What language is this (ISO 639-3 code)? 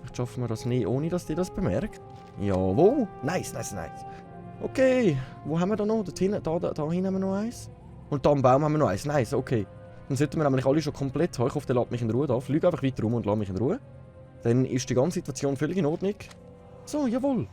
gsw